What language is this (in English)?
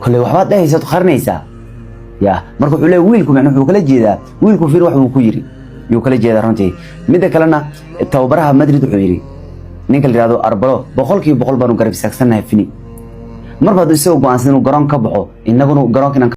Somali